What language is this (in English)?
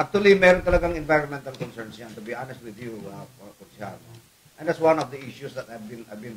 Filipino